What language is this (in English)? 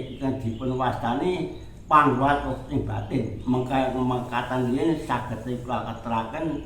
Javanese